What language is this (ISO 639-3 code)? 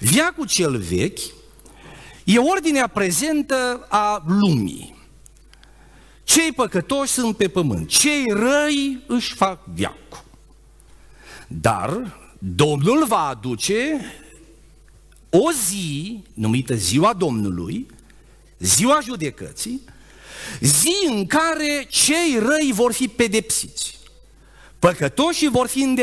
ron